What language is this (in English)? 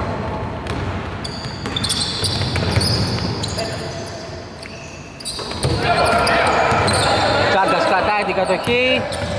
Greek